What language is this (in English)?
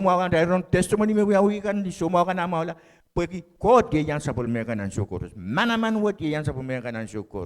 Pohnpeian